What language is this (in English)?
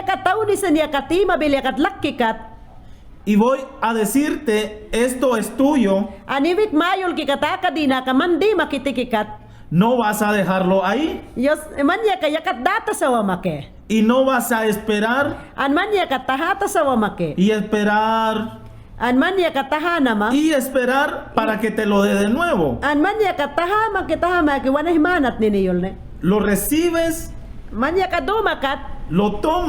Mayangna